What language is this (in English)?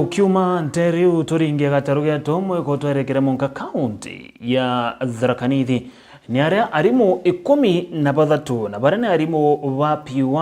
Meru